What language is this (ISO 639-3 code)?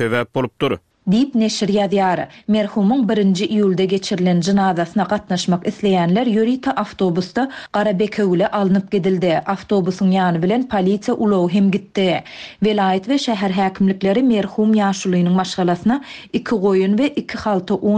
tuk